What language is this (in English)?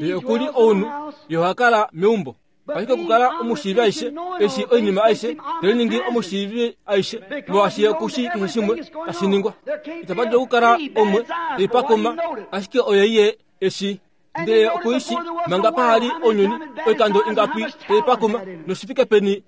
Kuanyama